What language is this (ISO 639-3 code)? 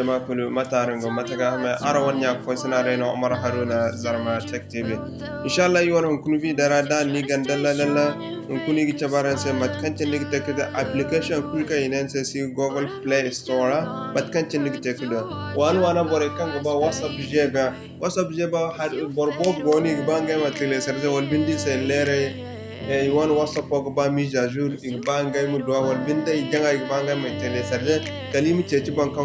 dje